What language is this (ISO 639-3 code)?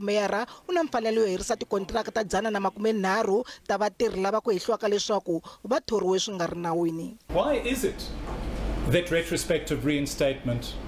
tso